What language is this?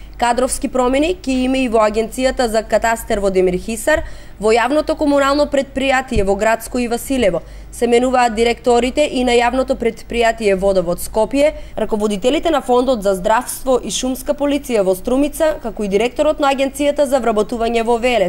Macedonian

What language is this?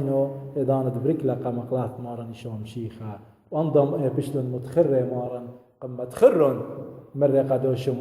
Assyrian Neo-Aramaic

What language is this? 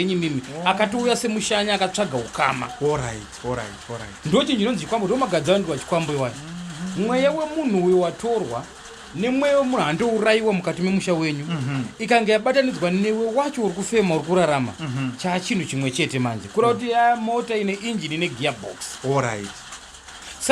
Shona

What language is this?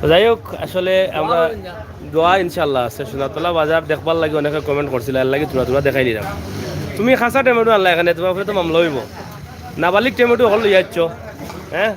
Sylheti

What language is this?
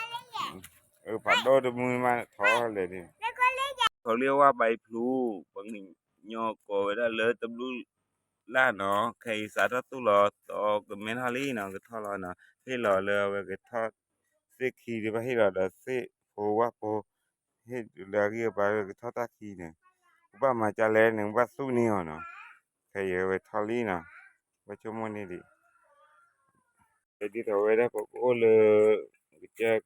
S'gaw Karen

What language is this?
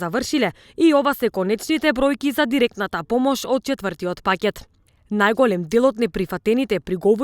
Macedonian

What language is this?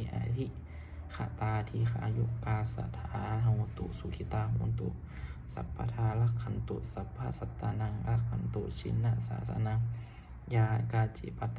Pali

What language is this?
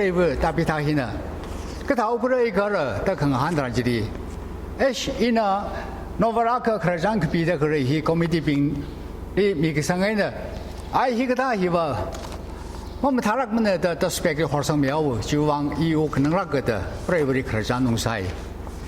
Tangkhul Naga (India)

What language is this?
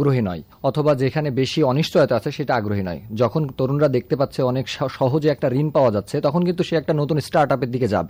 Bangla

